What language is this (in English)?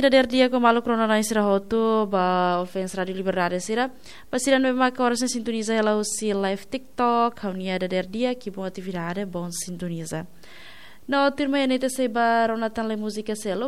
Tetum